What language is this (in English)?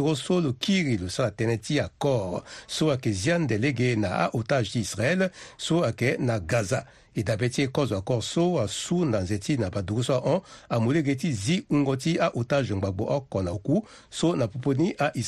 Sango